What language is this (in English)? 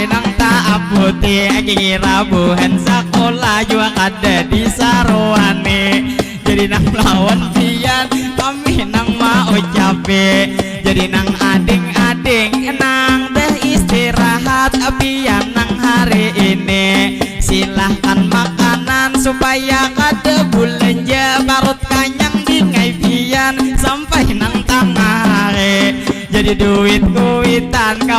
Banjar